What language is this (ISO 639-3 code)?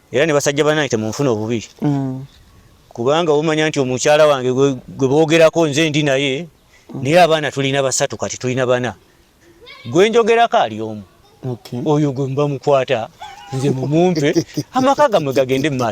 lug